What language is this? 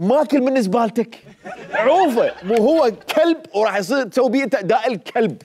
Mesopotamian Arabic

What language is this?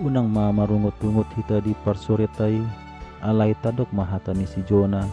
Batak Toba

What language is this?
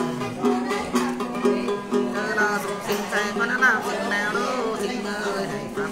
Vietnamese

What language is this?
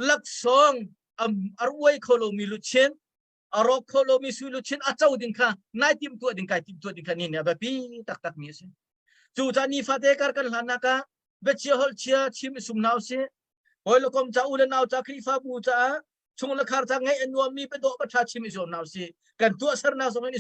Hakha Chin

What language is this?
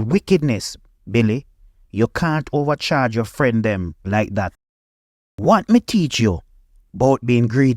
Jamaican Creole English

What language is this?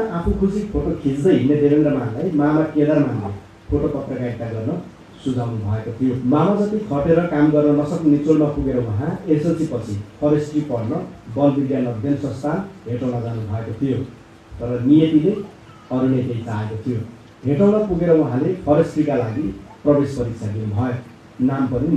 Nepali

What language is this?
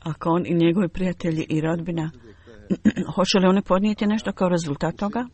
Bosnian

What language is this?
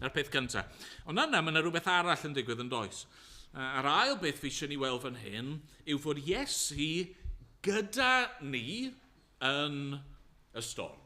Welsh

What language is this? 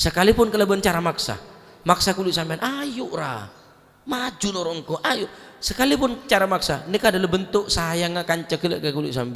Madurese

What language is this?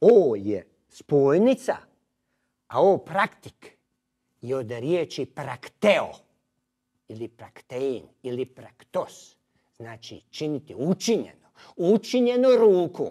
Croatian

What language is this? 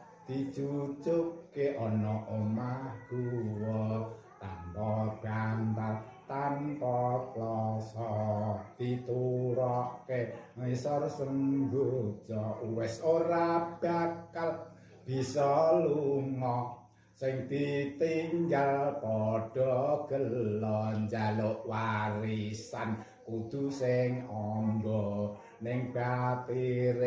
Javanese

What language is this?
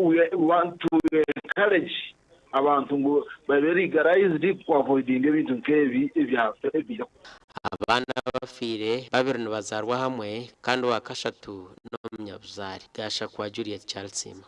Nyankole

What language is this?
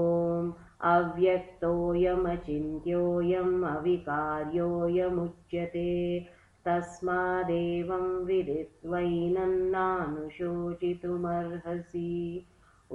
Sanskrit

